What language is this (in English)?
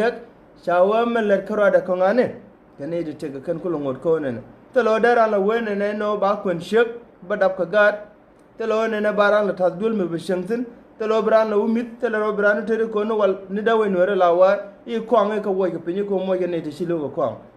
Nuer